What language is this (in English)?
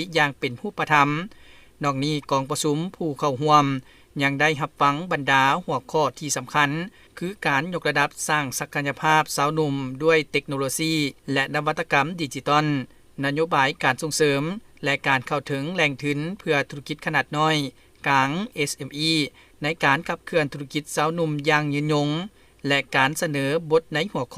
Lao